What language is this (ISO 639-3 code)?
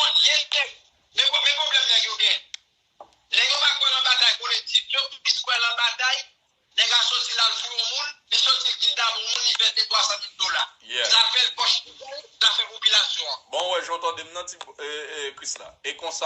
hat